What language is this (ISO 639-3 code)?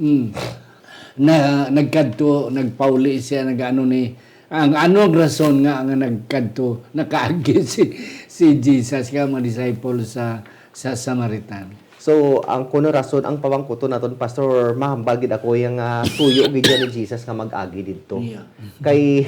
hil